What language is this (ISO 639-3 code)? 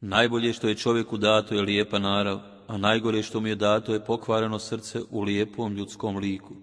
bos